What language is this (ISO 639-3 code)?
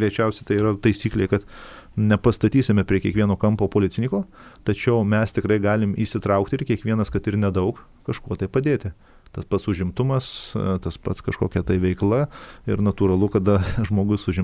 lit